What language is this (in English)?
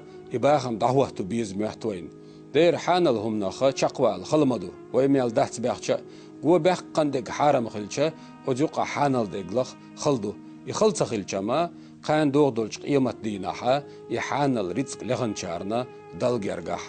Chechen